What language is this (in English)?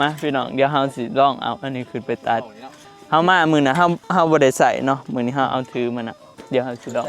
Northeastern Thai